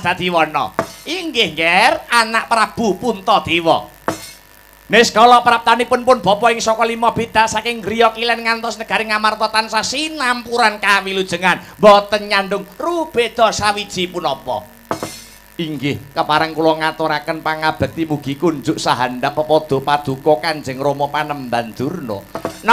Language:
Javanese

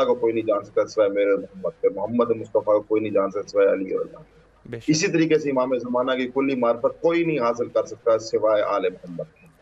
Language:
Urdu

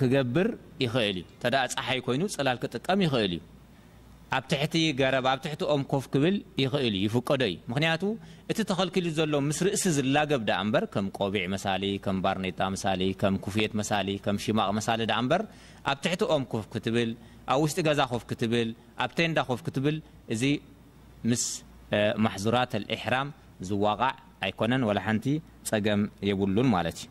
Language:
Tigrinya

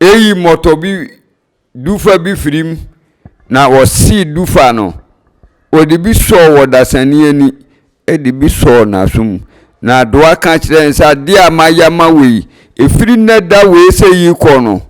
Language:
Akan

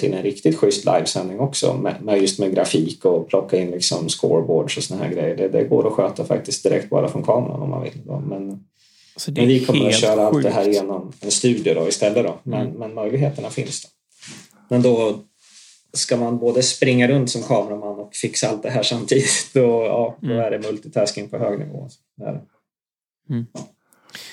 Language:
Swedish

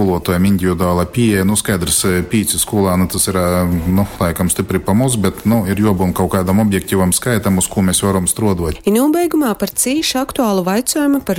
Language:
Latgalian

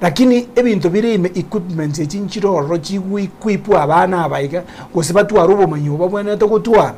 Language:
Gusii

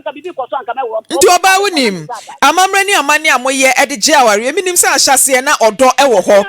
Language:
Akan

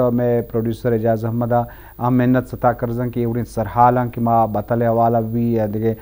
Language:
Eastern Balochi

